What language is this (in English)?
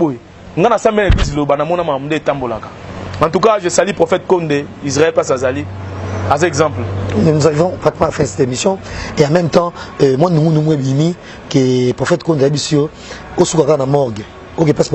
Lingala